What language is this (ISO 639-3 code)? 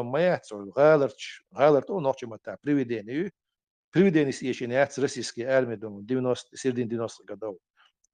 che